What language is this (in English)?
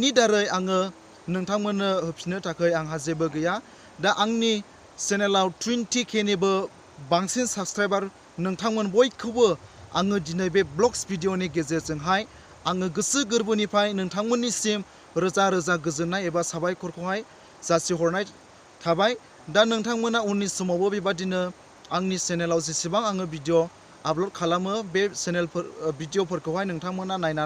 Bodo